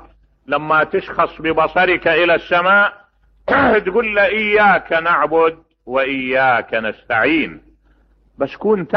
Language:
Mesopotamian Arabic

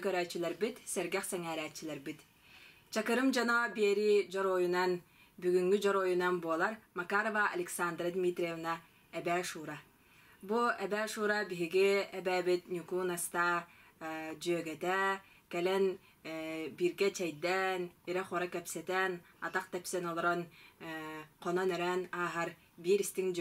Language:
Yakut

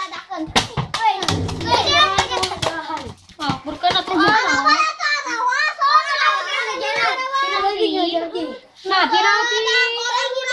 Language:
Indonesian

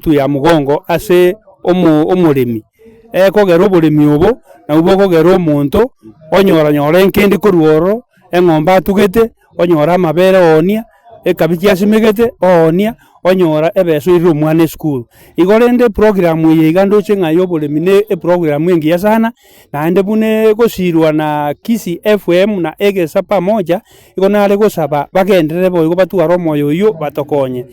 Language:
Gusii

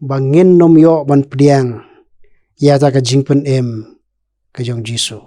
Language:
Khasi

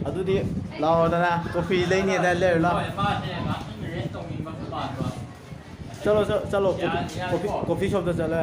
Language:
Manipuri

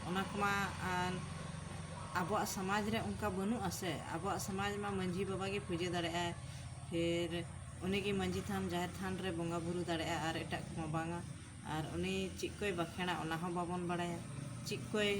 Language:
Santali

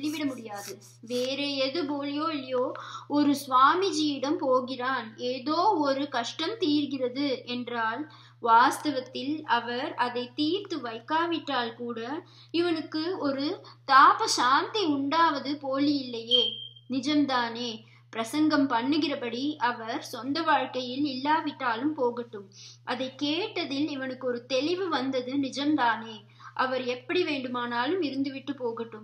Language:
Tamil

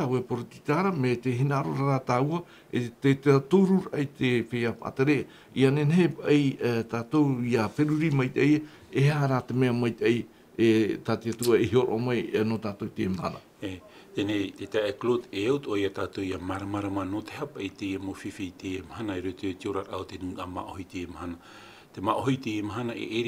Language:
Tahitian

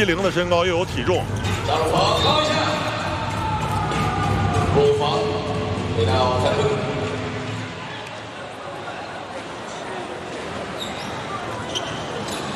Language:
Chinese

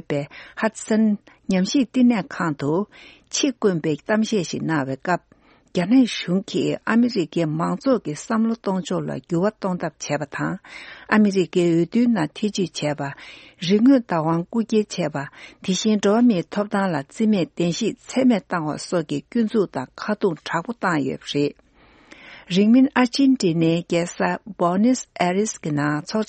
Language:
Tibetan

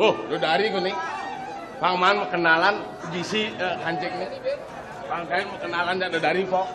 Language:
Balinese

